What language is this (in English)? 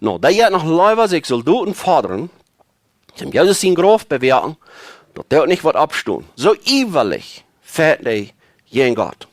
Plautdietsch